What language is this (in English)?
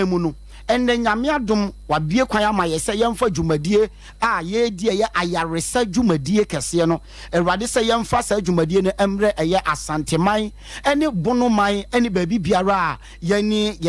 Akan